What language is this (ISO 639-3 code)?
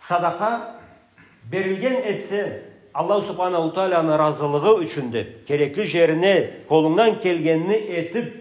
krc